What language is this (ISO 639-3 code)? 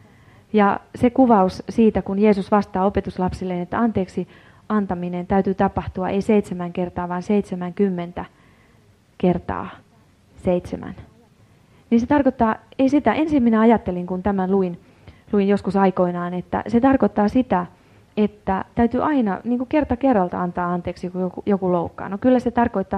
fin